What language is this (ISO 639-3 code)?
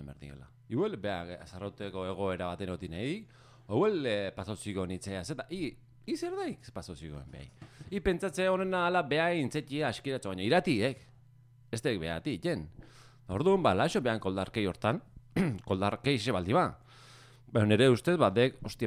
eus